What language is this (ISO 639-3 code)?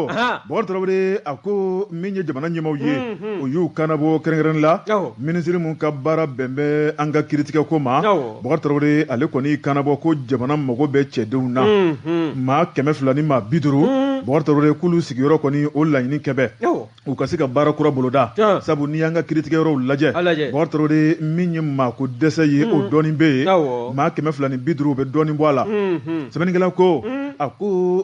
bam